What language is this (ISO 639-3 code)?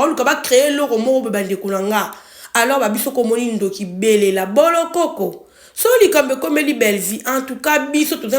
lin